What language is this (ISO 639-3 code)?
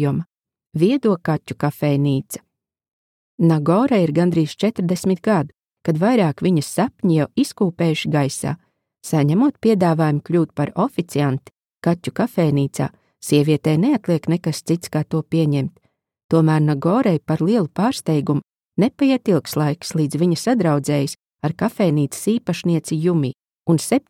lav